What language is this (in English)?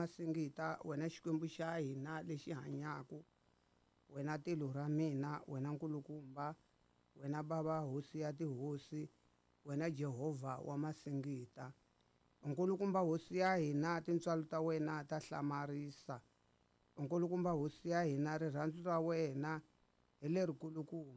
Tsonga